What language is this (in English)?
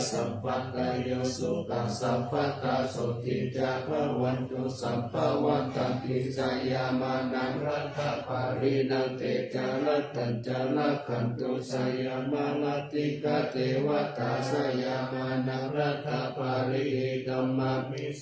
Pali